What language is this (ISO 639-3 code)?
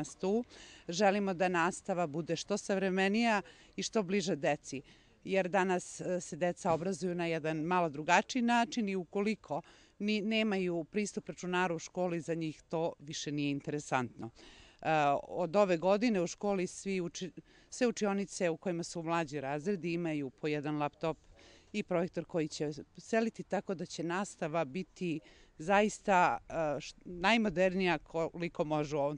srp